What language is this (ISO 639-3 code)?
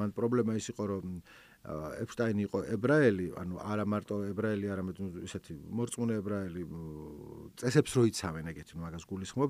kat